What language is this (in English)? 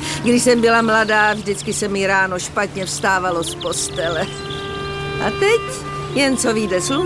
Czech